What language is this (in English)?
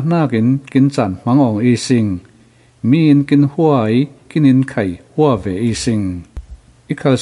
Falam Chin